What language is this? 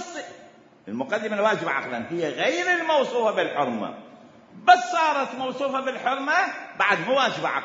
Mesopotamian Arabic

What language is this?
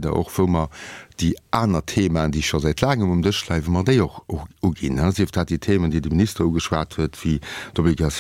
Luxembourgish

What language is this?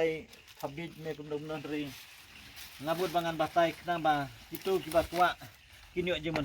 Khasi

